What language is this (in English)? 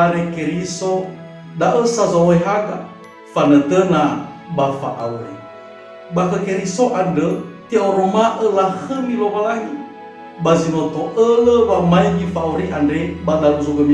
Nias